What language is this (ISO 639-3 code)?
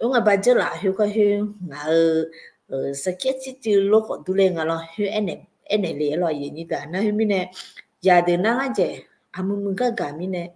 ahk